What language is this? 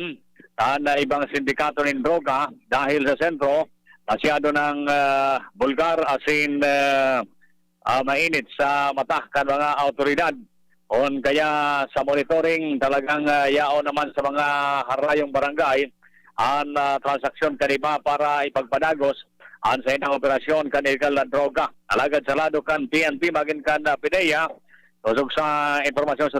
Bikol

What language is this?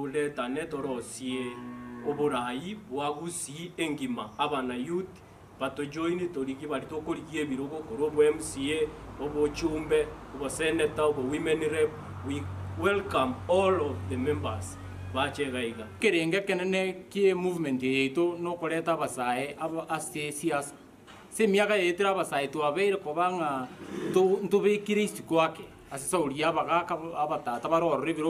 Gusii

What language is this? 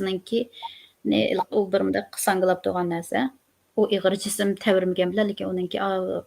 Uyghur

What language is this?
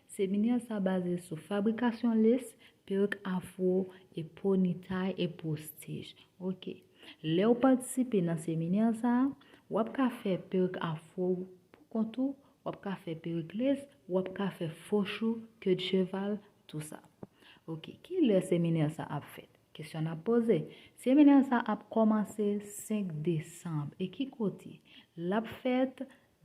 Haitian Creole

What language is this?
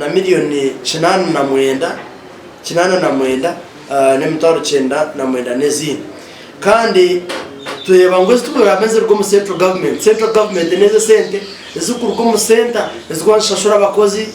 Nyankole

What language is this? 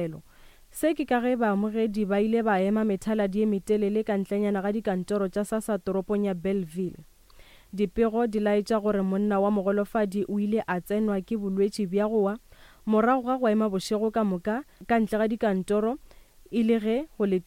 Northern Sotho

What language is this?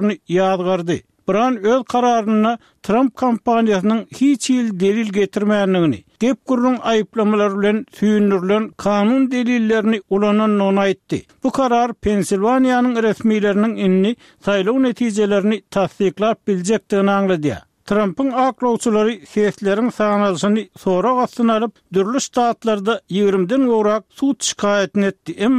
Turkmen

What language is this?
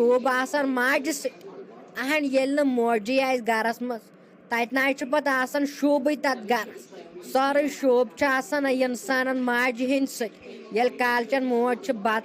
Kashmiri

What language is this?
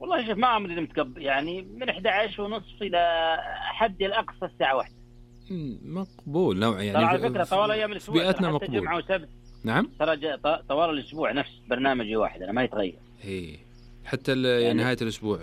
Najdi Arabic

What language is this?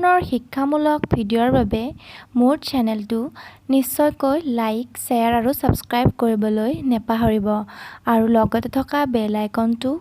Assamese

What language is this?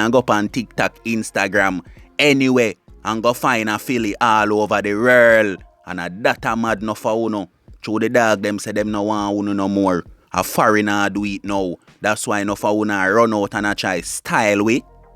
Jamaican Creole English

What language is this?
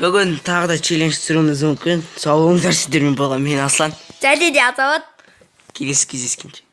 Kazakh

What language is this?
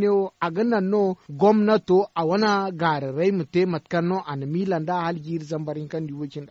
Zarma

